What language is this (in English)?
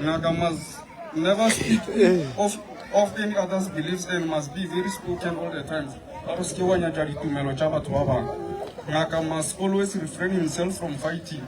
Northern Sotho